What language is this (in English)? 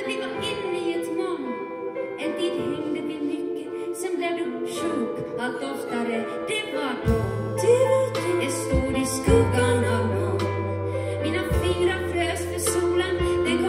Swedish